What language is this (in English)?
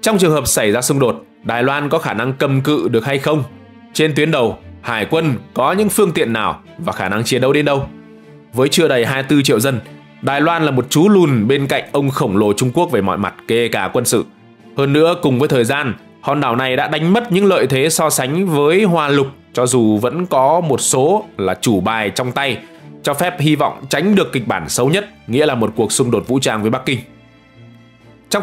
Vietnamese